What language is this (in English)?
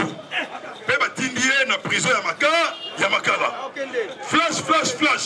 Lingala